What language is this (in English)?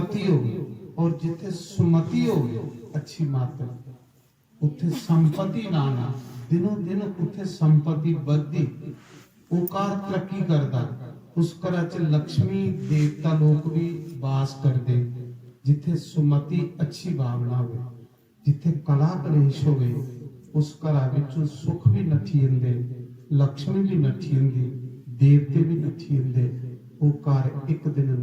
Dogri